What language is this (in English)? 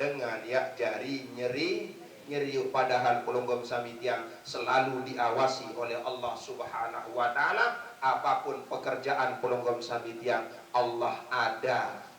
Sasak